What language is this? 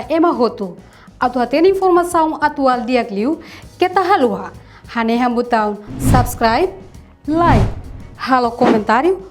Tetum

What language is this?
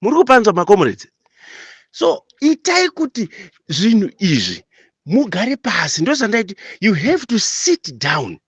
Shona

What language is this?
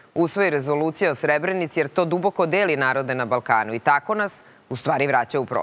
Serbian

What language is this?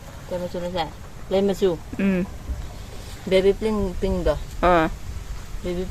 Manipuri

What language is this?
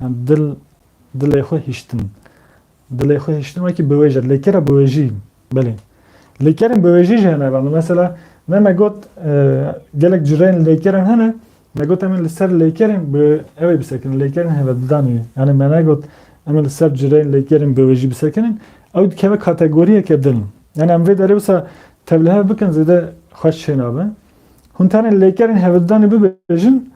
Kurdish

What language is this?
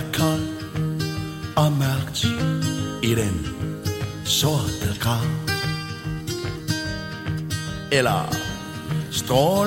Danish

